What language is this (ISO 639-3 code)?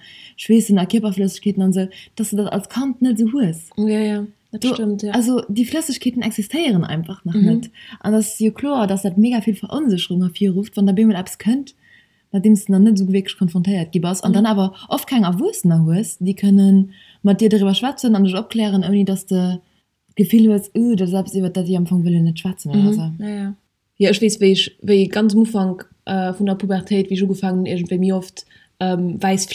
ltz